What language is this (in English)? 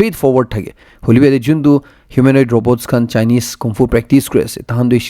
Naga Pidgin